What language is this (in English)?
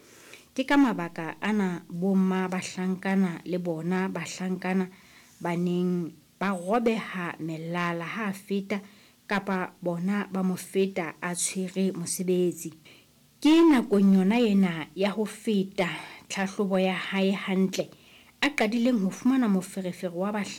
Southern Sotho